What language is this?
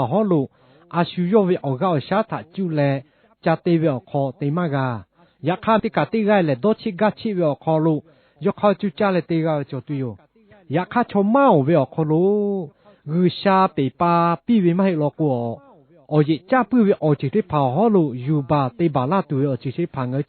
Lahu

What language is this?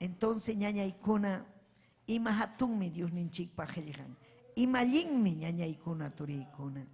Ayacucho Quechua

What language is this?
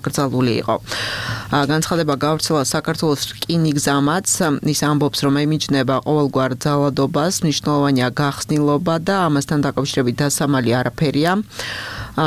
Georgian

